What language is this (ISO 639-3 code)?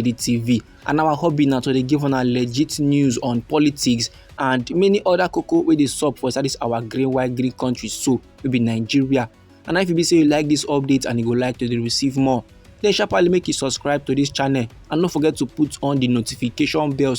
pcm